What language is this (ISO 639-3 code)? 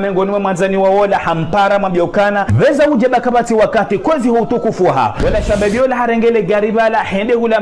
zdj